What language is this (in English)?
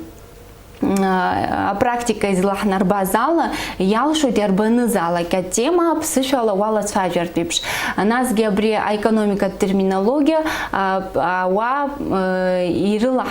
Abkhazian